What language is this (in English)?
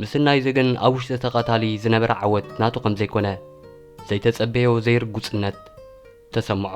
Tigrinya